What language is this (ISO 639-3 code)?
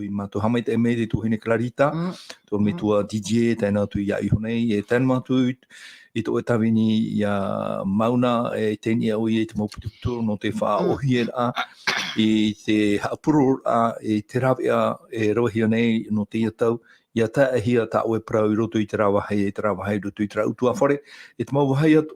tah